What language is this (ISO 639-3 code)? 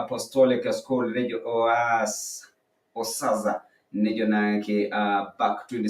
mas